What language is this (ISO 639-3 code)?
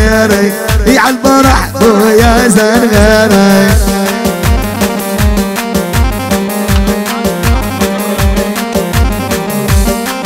ajp